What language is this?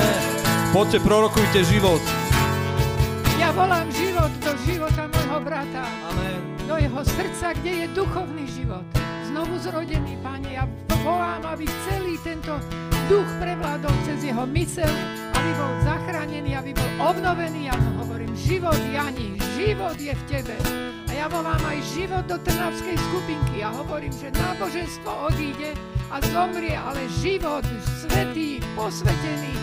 Slovak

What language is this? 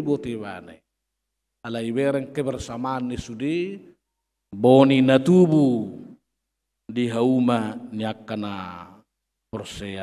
Batak Toba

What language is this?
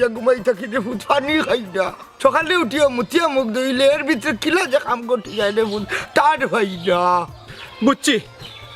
Sylheti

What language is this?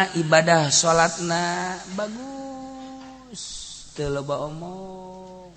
Sundanese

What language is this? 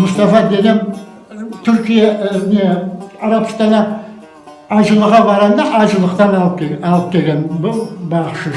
Crimean Tatar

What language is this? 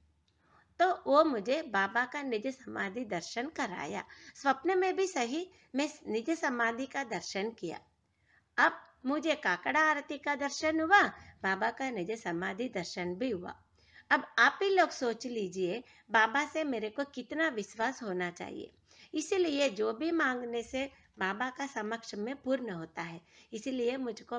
Hindi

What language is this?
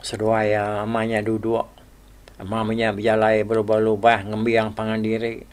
Iban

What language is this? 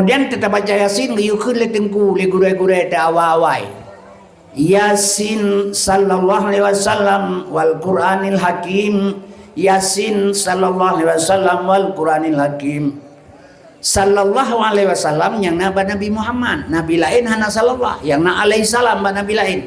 Achinese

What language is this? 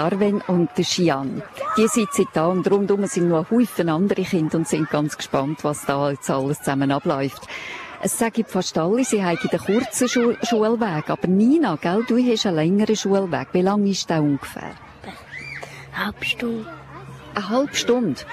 German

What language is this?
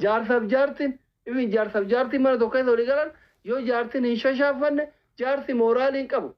Oromo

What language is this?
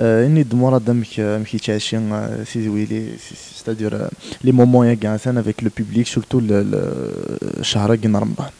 Kabyle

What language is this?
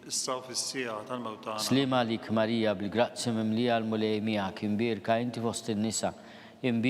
Maltese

